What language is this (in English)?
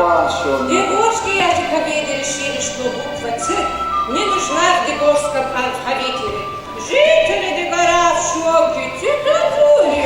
Ossetic